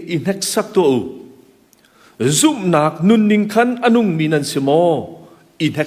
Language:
Hakha Chin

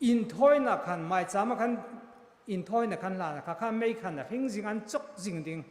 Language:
Hmar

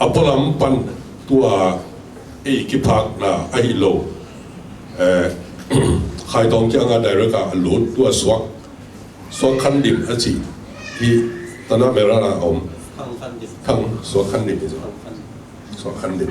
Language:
Tedim Chin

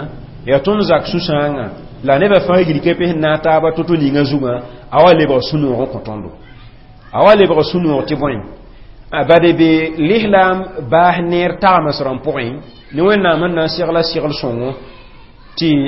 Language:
Mossi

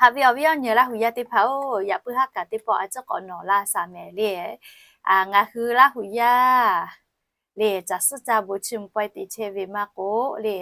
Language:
Lahu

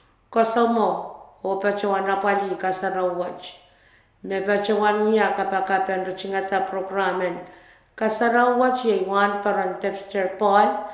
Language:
Pohnpeian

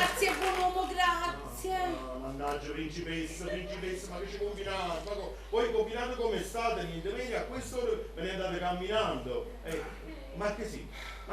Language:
Neapolitan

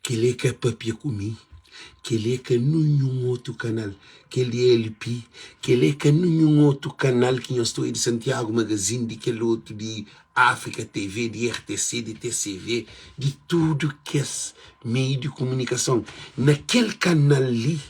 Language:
Kabuverdianu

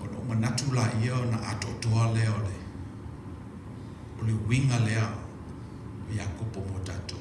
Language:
Samoan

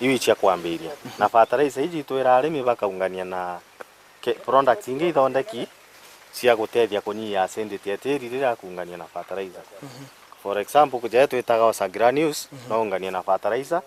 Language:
Meru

